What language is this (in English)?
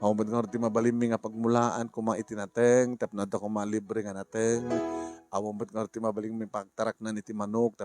Iloko